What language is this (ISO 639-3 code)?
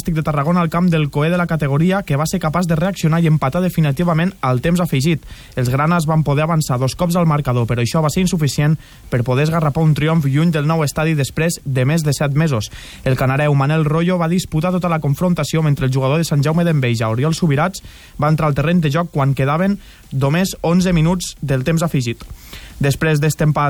cat